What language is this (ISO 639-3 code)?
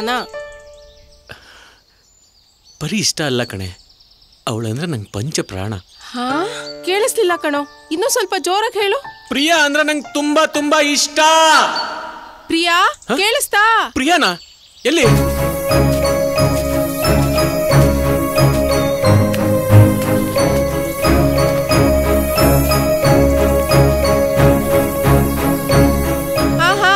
kan